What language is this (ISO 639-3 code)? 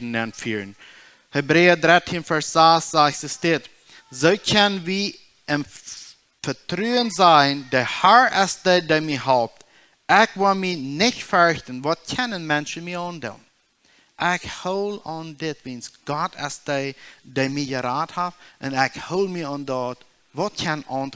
pdt